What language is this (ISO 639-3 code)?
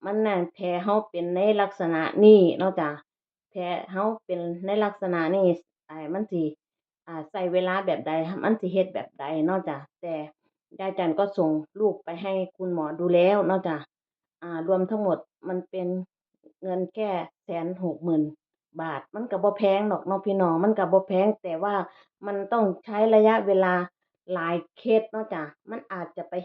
tts